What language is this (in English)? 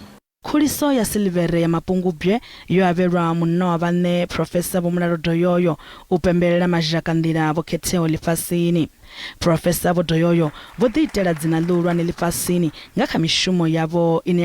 Venda